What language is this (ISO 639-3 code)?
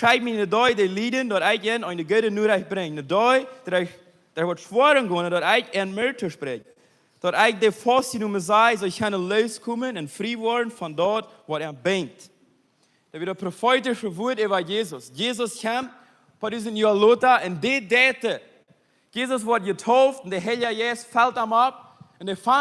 pdt